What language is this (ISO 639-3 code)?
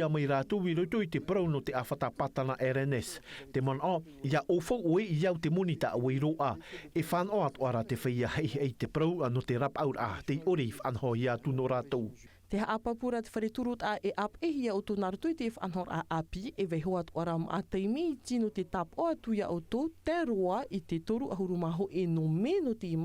tah